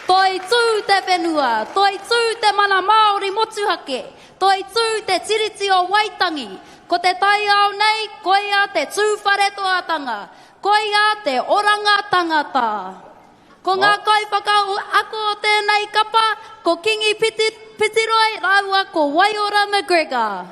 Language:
Māori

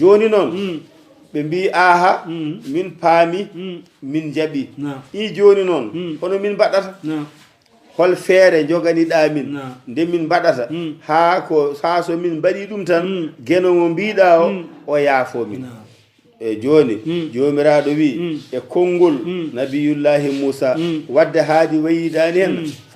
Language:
Fula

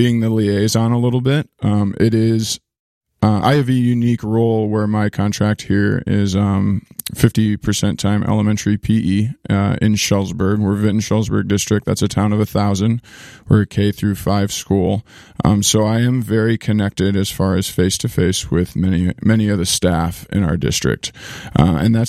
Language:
English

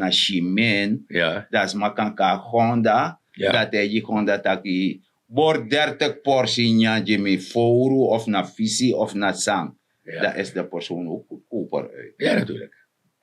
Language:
Sranan Tongo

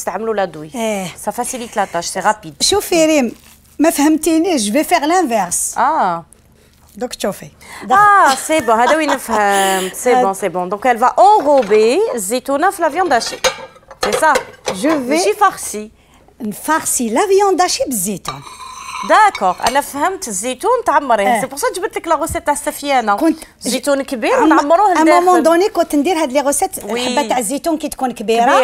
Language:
Algerian Arabic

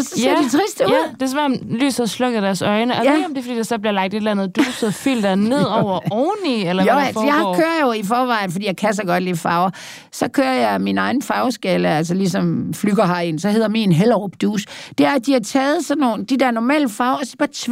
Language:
Danish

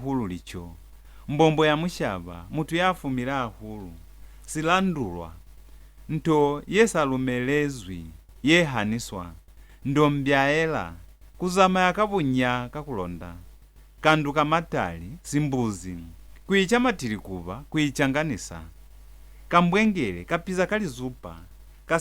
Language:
Lozi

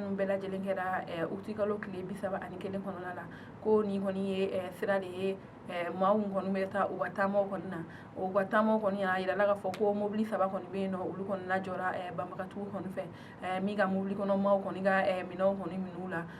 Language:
Bambara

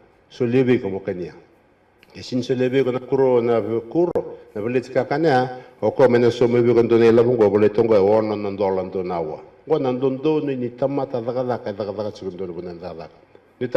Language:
Fijian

